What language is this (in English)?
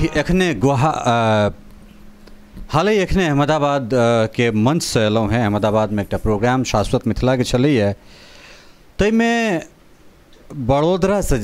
Maithili